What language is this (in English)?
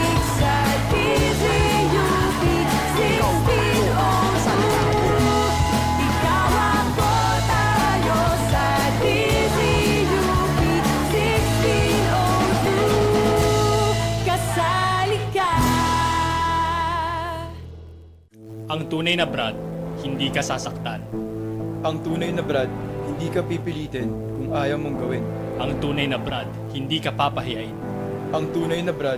Filipino